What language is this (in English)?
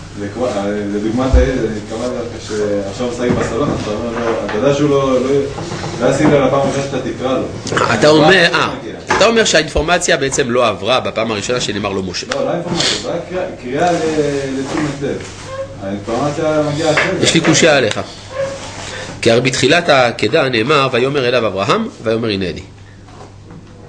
Hebrew